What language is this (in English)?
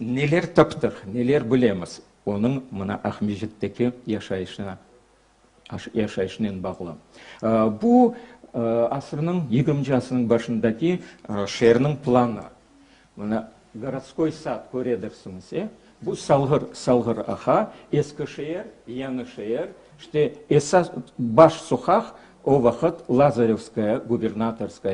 Crimean Tatar